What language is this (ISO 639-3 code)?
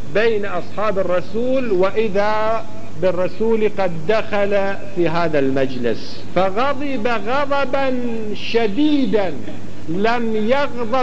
ara